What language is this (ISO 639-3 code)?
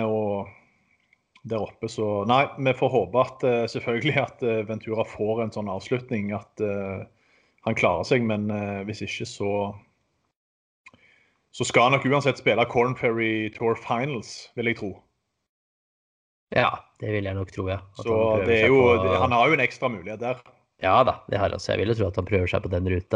nor